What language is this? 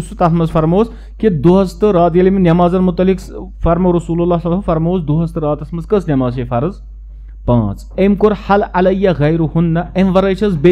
Kashmiri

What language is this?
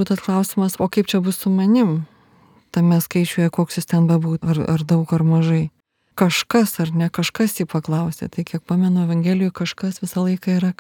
Lithuanian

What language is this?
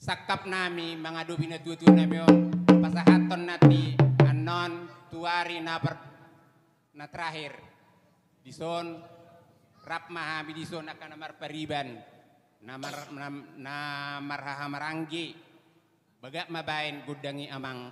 Batak Toba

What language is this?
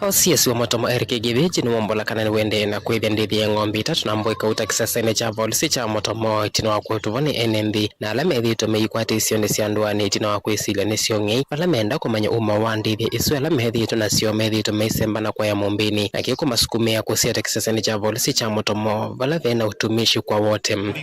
Kamba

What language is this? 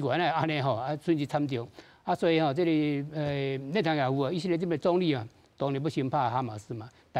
Min Nan Chinese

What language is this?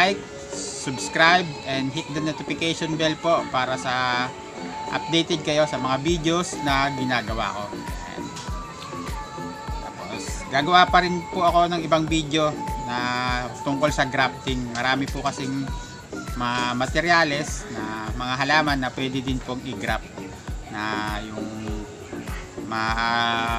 Filipino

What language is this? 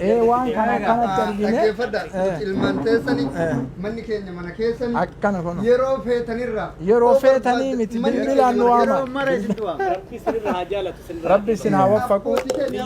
Oromo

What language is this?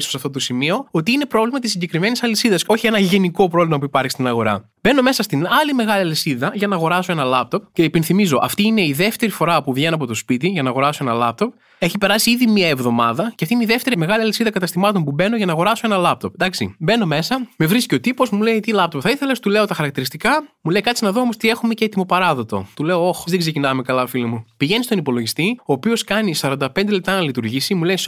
Greek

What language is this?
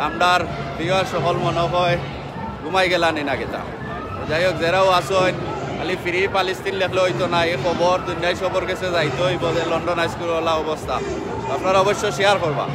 Sylheti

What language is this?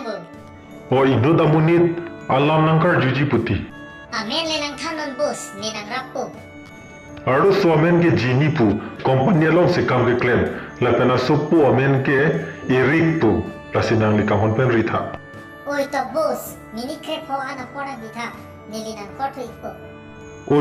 Karbi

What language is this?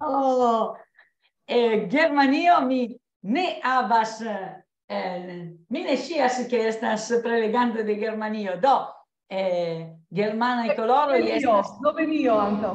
Esperanto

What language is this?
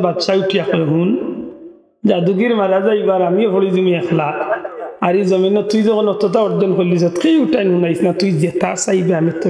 Sylheti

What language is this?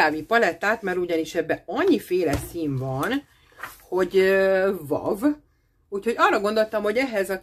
Hungarian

